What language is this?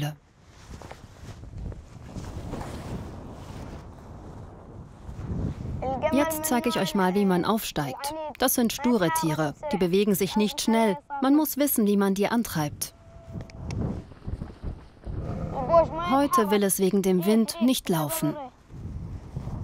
German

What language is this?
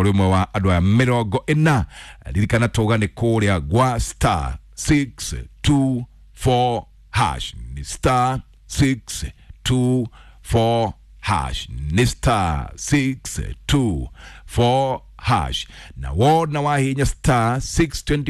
Kikuyu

